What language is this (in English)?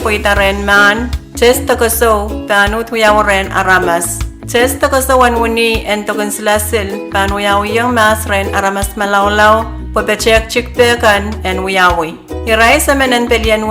Pohnpeian